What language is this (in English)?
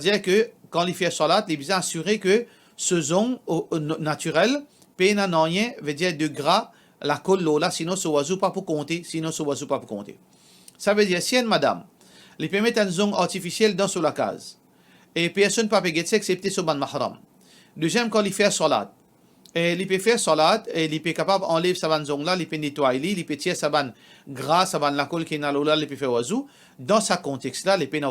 Morisyen